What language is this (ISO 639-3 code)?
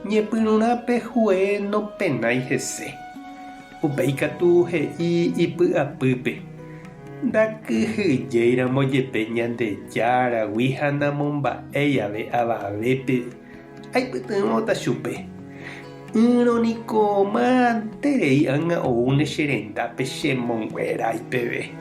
grn